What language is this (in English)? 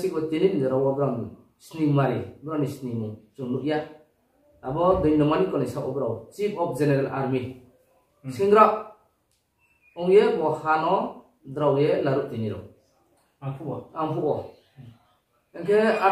Riang (India)